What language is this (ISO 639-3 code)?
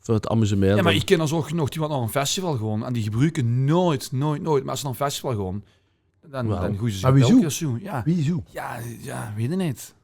lim